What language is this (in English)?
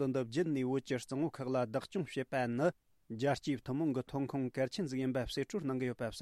Tibetan